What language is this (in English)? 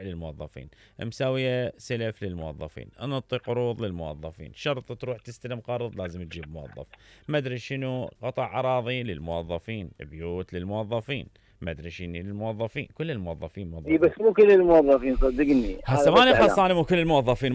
Mesopotamian Arabic